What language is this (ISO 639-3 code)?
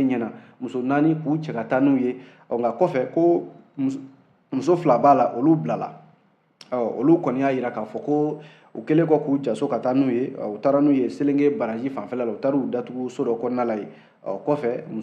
bam